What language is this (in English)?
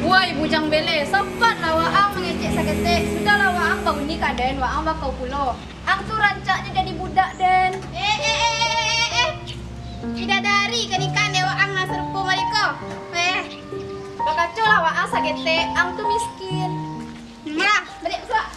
Minangkabau